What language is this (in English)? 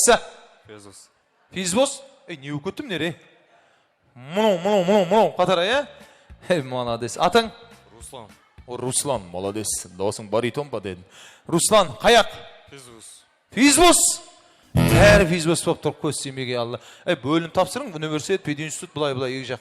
Kara-Kalpak